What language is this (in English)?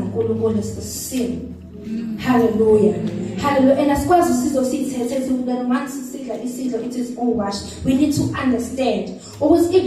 Zulu